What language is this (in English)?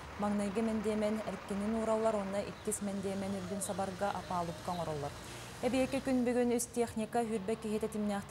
Yakut